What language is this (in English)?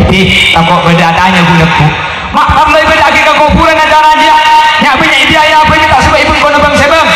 Madurese